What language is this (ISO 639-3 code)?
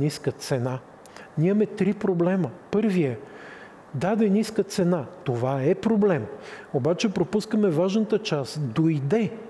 bul